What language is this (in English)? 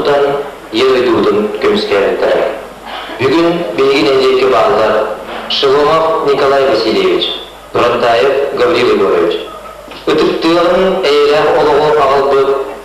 Yakut